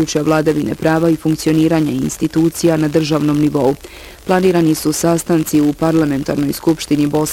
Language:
Bosnian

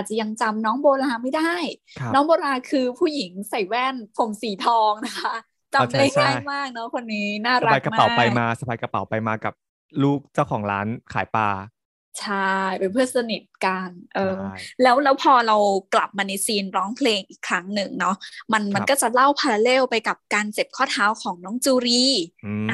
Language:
Thai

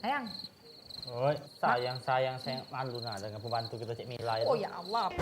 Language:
Musi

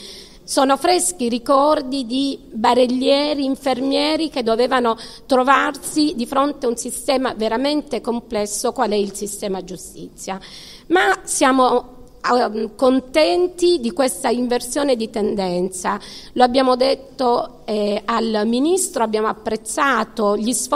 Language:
Italian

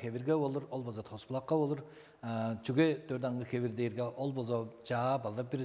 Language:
Tuvinian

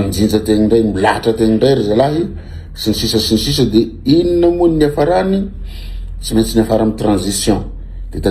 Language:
Malagasy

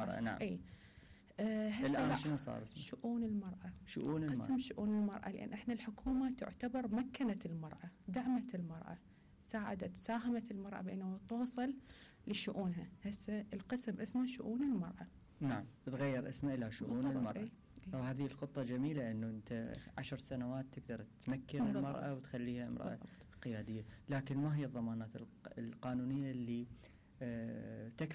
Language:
Mesopotamian Arabic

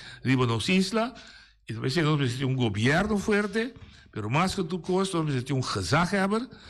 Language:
Papiamento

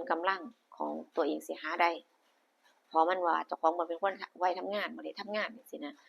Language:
Northeastern Thai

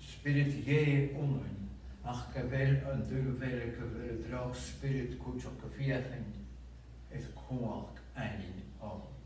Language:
Scottish Gaelic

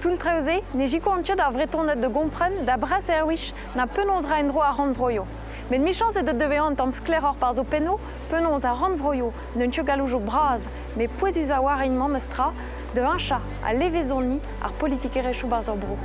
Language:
Breton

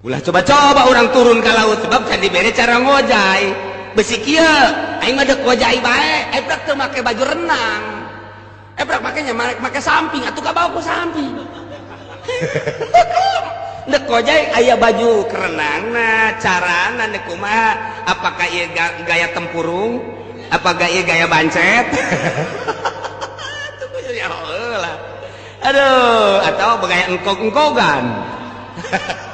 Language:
Sundanese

